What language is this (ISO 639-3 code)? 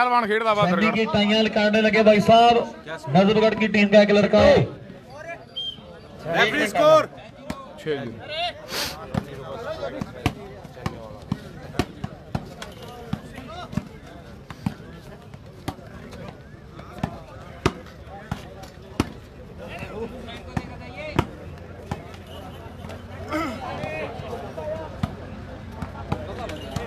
pan